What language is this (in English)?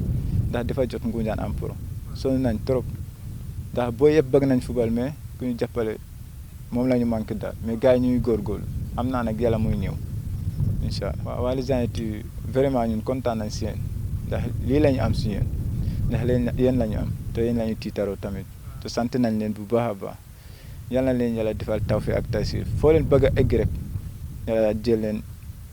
Wolof